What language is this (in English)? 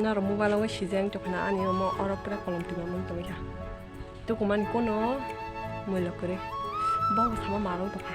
Kok Borok